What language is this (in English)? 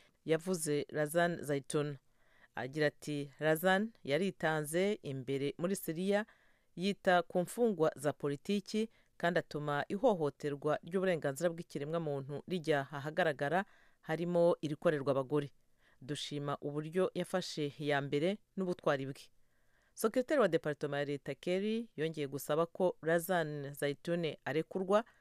Kinyarwanda